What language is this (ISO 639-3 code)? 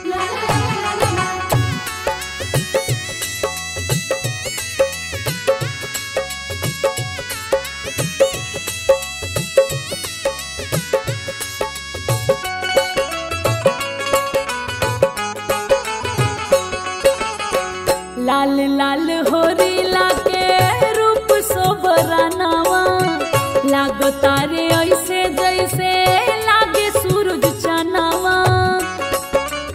bho